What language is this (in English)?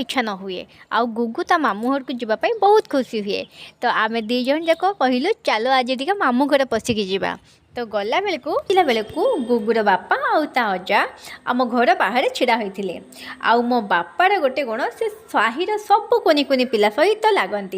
Odia